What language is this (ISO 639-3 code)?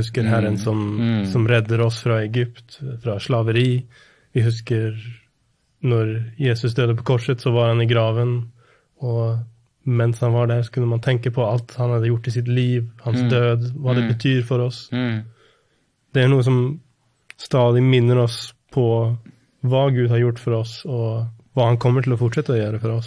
nor